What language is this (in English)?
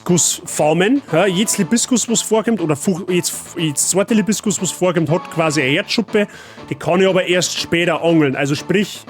Bavarian